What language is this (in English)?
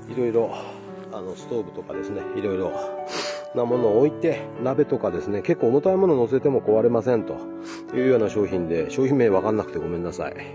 Japanese